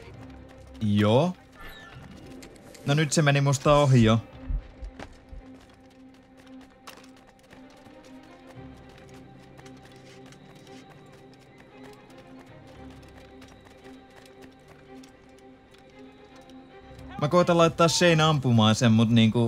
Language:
Finnish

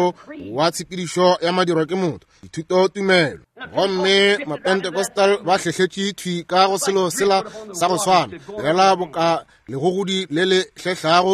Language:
Northern Sotho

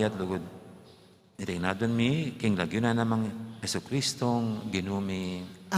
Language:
Pampanga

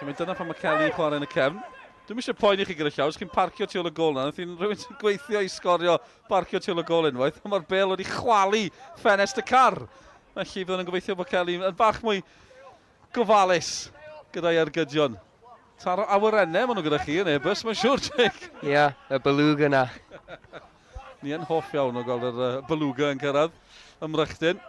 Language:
Welsh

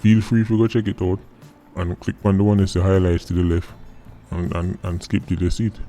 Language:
Jamaican Creole English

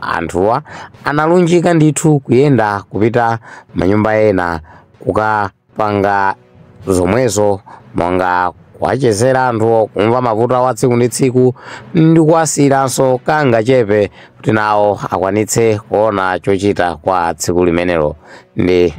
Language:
Nyanja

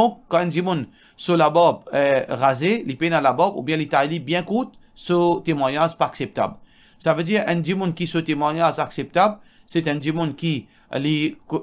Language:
Morisyen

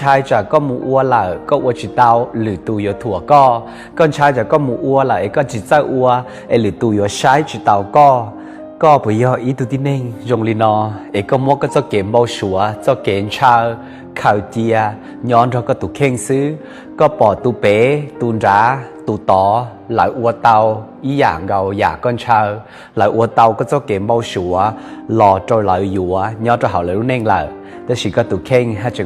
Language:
Hmong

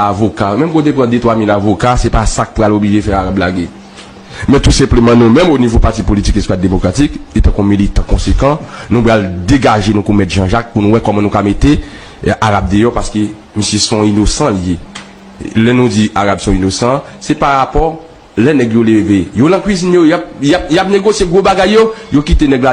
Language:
Haitian Creole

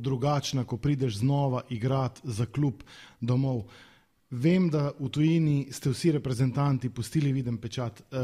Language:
Slovenian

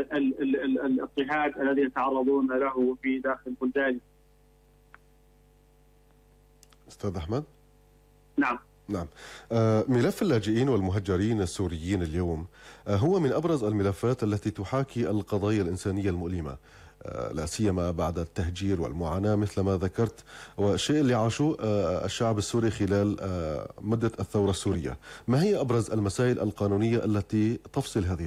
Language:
Arabic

